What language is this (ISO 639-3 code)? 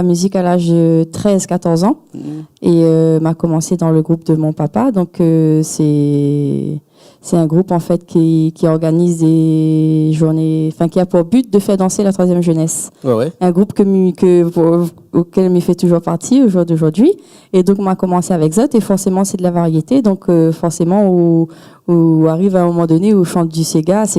rcf